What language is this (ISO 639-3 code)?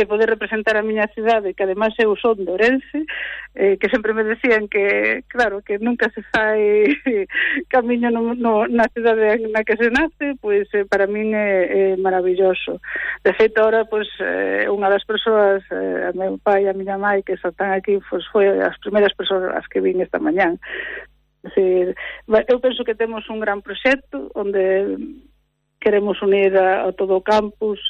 glg